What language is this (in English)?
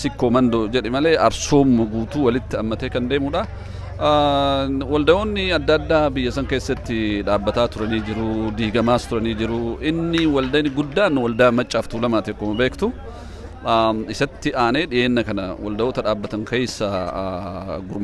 Oromo